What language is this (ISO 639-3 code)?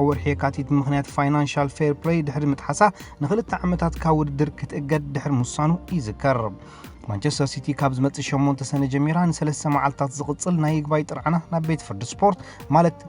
tir